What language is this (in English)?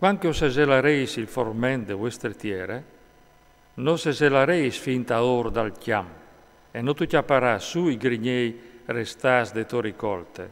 Friulian